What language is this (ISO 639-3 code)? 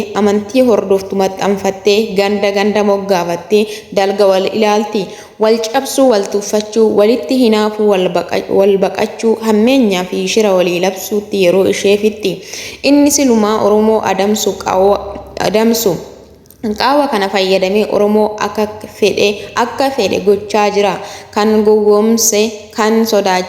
orm